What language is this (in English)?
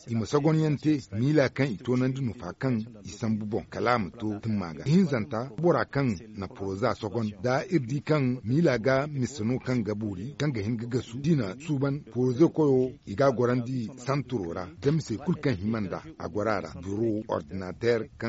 Zarma